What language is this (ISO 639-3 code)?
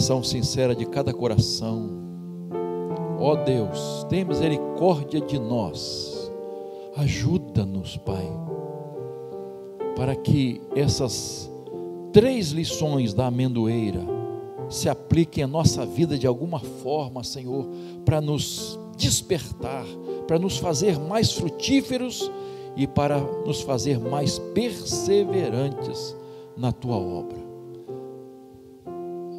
por